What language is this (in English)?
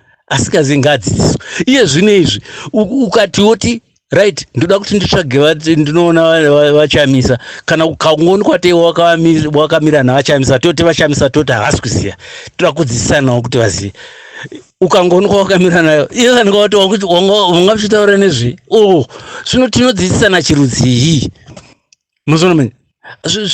Shona